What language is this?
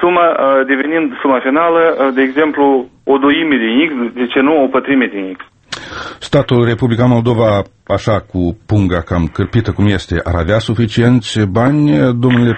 Romanian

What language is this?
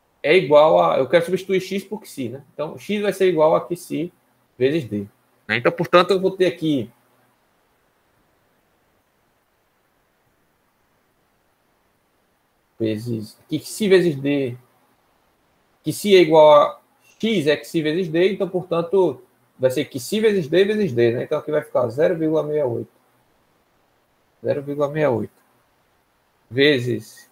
Portuguese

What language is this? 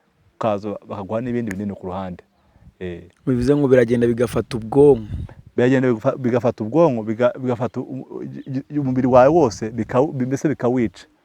Kinyarwanda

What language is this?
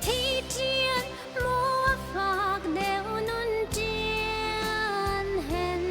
Hakha Chin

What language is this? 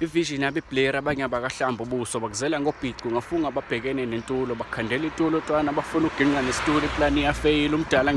Zulu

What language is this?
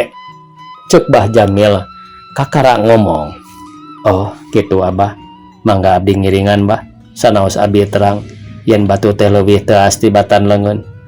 Sundanese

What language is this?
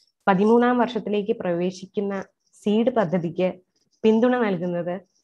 Malayalam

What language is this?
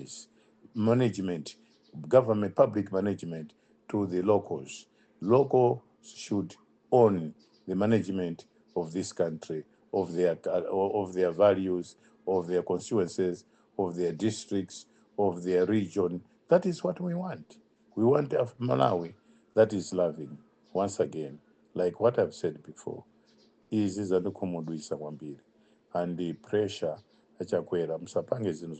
English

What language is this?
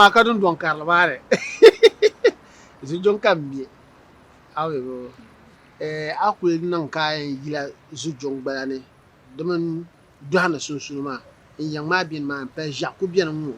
Dagbani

